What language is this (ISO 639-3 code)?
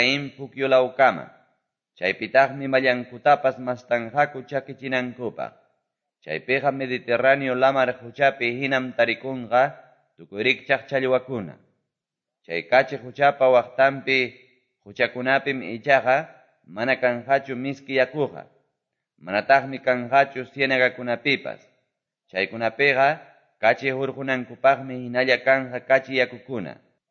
que